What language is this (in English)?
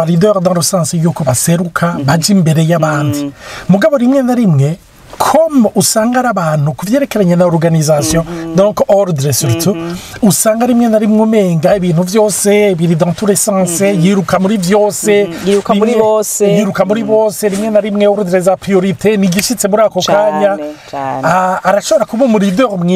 Rundi